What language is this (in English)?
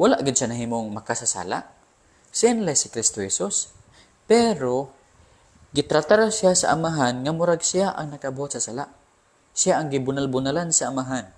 Cebuano